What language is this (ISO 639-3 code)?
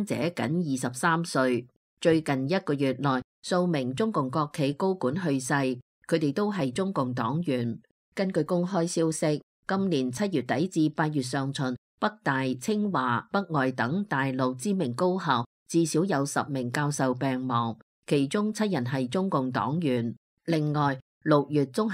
yue